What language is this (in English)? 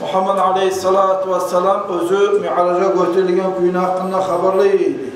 Kumyk